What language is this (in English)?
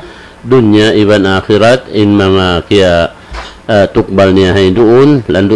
Tausug